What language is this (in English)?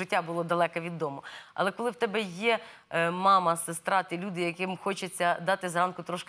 Ukrainian